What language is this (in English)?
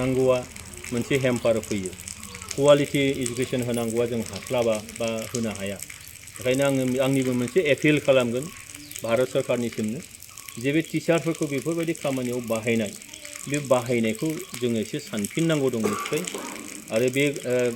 Bodo